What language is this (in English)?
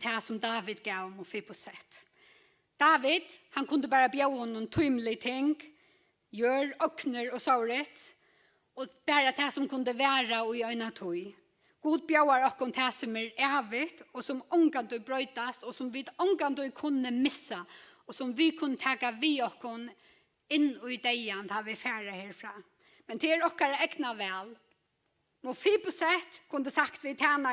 Faroese